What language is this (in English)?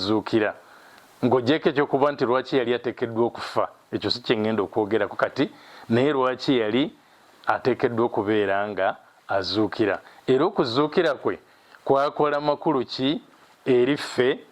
Ganda